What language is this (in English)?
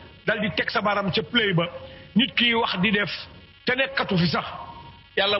Wolof